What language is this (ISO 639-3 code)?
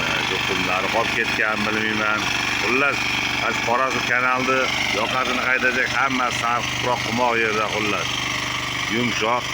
uzb